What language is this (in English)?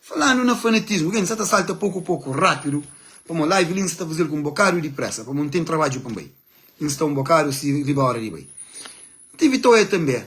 Kabuverdianu